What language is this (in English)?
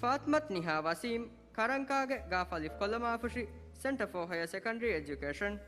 Divehi